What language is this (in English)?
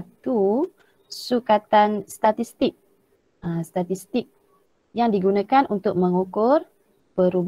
Malay